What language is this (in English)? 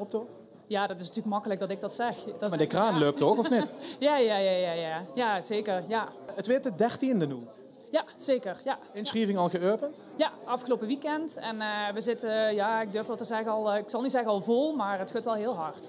Limburgish